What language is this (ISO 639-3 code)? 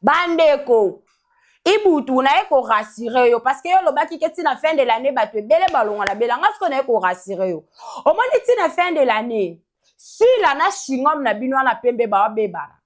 lin